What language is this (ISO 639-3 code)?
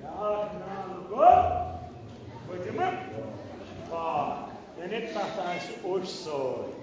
kas